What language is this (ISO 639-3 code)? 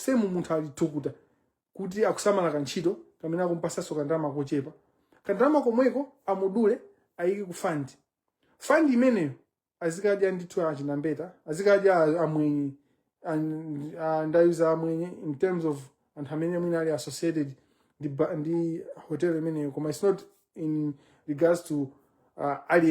nya